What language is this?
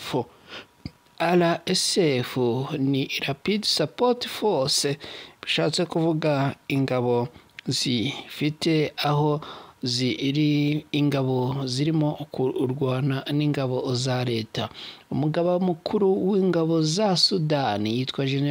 Kinyarwanda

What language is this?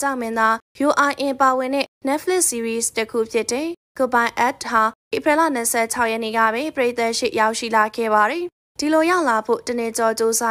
Burmese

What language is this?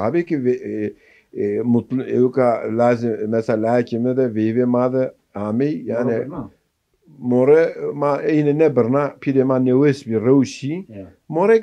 Zaza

